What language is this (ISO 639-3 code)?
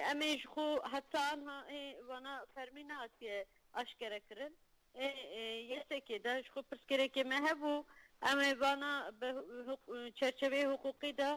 kur